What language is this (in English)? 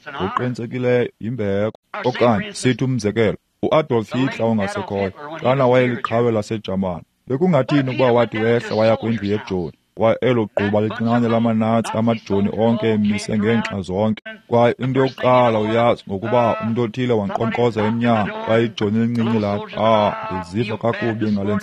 Xhosa